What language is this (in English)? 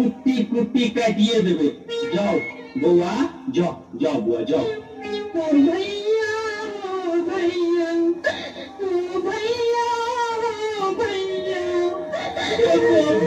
Maithili